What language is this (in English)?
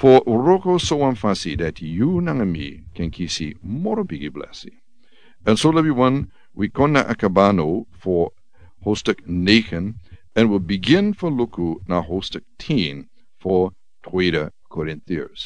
Sranan Tongo